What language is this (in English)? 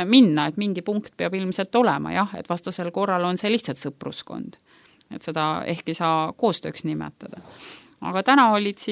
Estonian